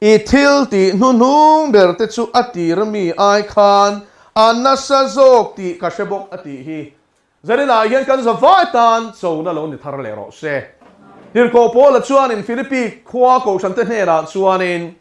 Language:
Mizo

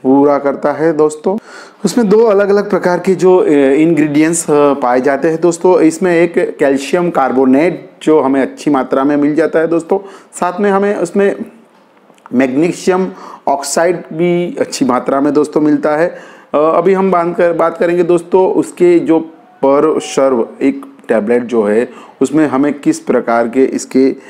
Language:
Hindi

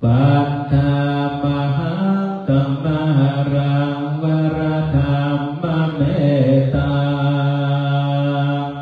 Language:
Pali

